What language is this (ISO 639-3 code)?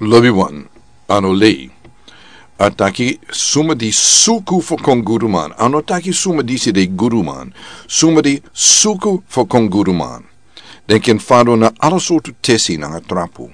srn